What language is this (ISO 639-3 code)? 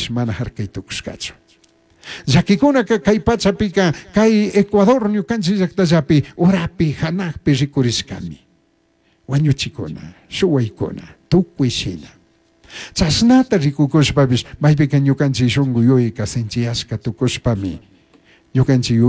qug